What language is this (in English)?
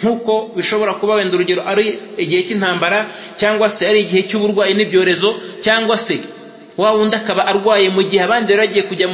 Kinyarwanda